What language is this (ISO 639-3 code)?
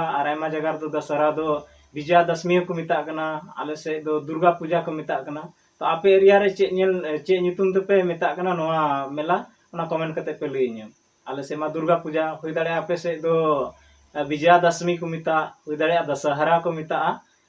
sat